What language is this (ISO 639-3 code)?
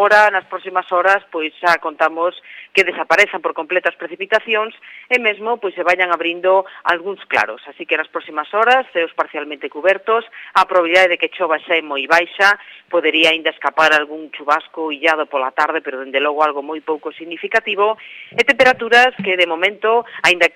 glg